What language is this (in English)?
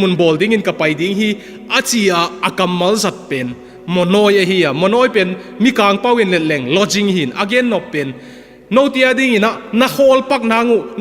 Tedim Chin